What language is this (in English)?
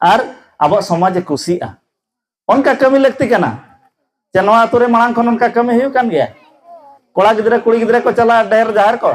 Santali